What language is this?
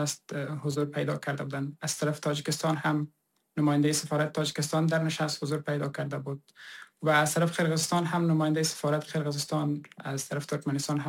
Persian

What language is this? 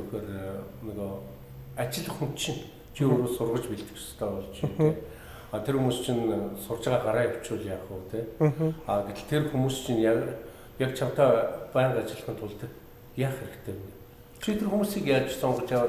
Mongolian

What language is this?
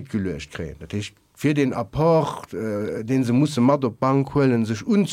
Luxembourgish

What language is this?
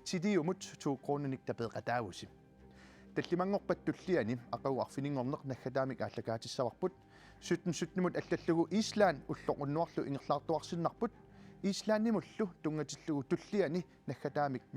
Kalaallisut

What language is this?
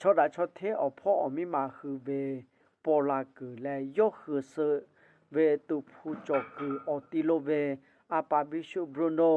Lahu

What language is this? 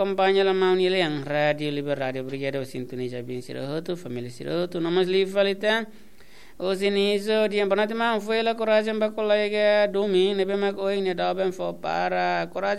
Tetum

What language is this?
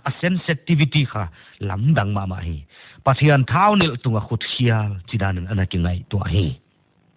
Paite Chin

